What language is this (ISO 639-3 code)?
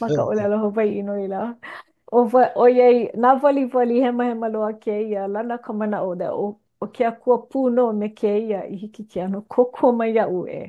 haw